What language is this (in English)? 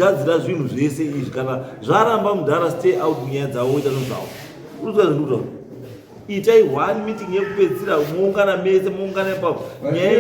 Shona